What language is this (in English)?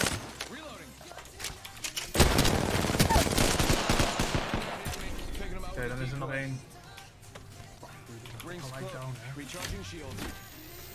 Dutch